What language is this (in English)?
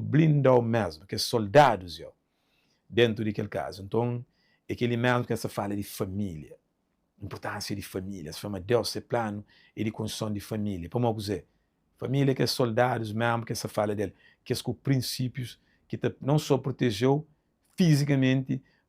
Kabuverdianu